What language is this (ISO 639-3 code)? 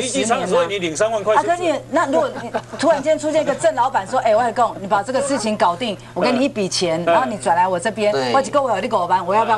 zho